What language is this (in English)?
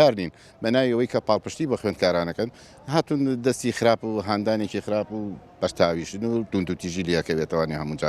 Central Kurdish